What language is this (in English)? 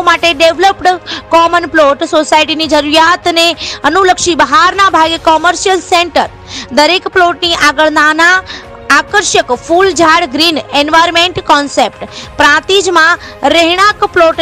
Gujarati